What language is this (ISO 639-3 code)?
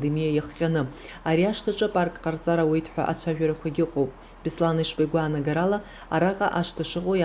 abk